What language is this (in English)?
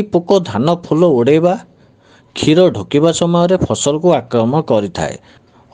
Odia